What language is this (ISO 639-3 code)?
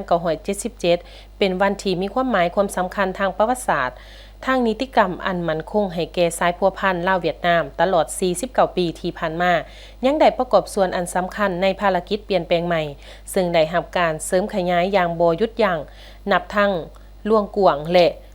lao